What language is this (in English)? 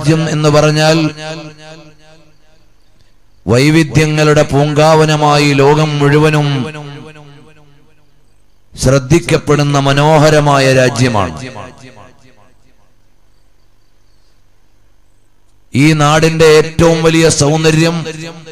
Malayalam